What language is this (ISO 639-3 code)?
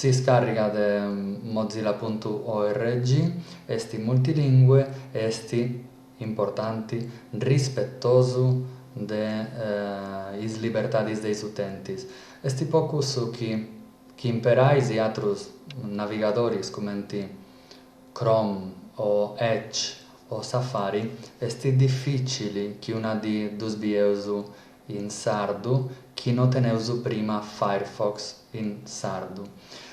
srd